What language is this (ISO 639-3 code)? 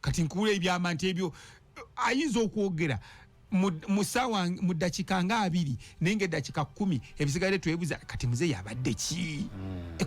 lug